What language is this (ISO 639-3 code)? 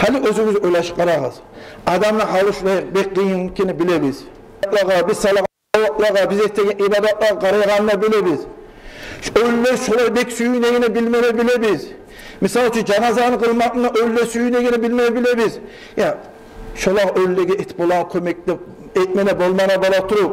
kum